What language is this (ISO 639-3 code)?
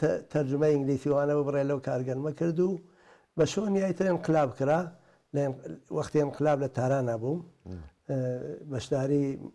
ckb